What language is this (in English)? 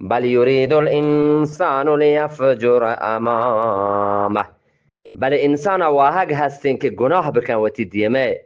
Eastern Balochi